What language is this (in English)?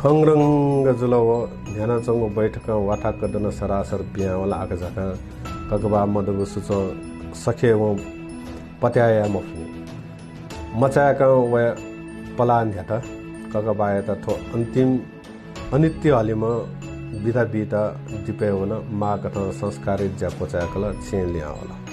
Newari